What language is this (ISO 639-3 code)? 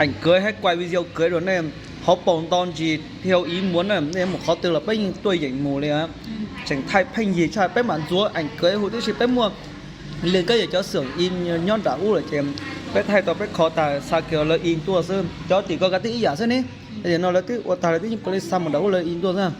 hmn